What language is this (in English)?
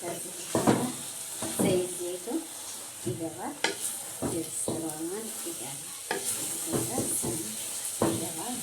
Amharic